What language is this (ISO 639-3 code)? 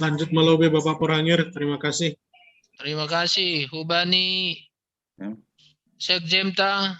bts